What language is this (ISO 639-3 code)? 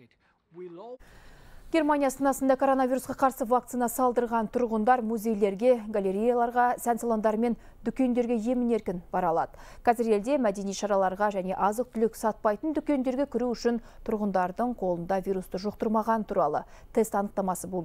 kaz